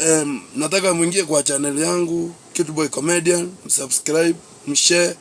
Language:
Swahili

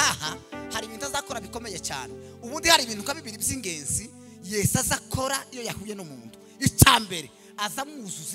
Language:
Kinyarwanda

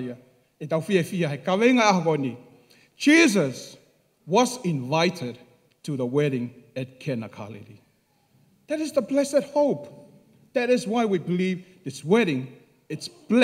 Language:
Tongan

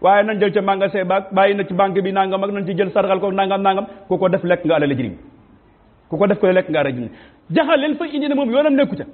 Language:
Wolof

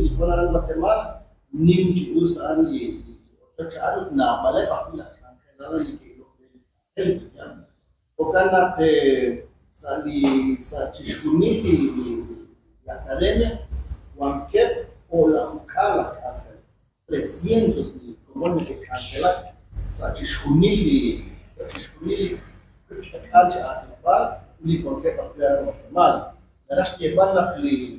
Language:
Kekchí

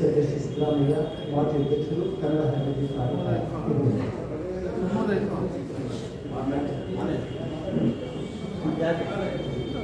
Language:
Kannada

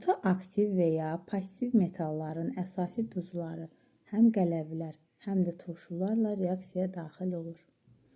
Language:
Azerbaijani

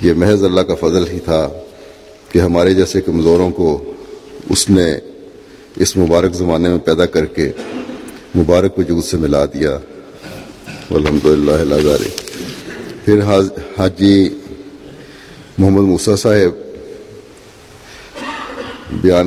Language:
Urdu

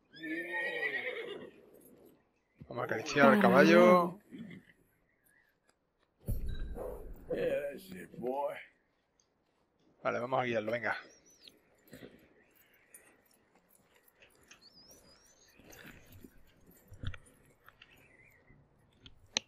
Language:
Spanish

